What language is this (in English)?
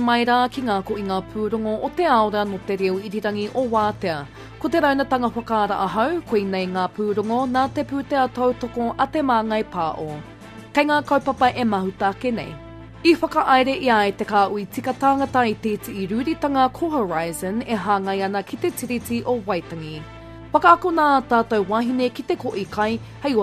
Māori